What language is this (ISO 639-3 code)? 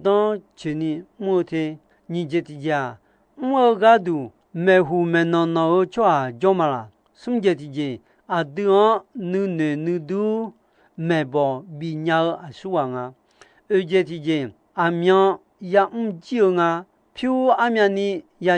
ahk